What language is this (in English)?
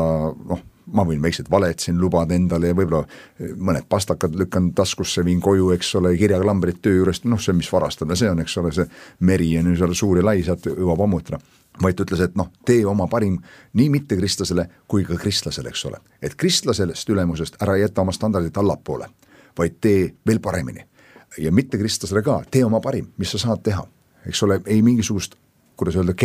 Estonian